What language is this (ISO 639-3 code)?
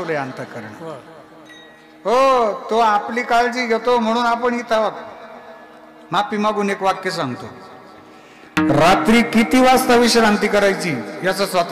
mar